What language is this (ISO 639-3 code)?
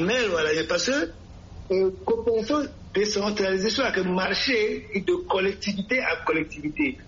sag